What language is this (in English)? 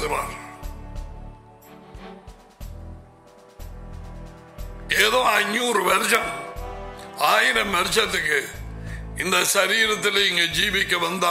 Tamil